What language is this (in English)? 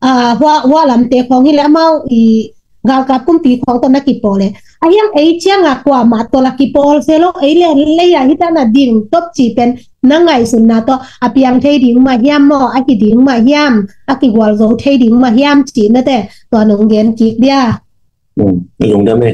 Tedim Chin